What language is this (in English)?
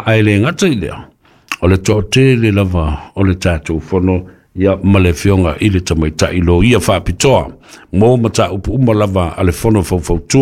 Samoan